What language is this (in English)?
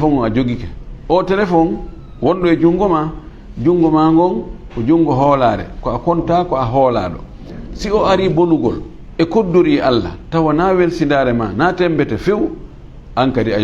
Fula